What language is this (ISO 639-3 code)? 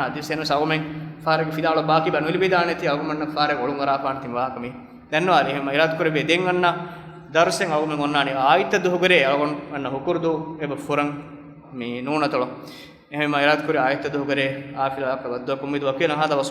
div